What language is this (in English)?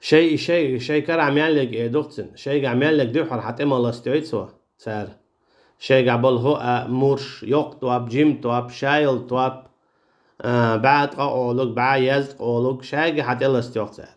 Chechen